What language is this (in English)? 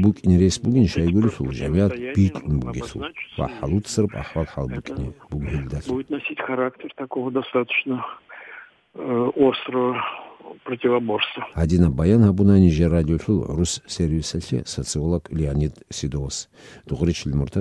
Avaric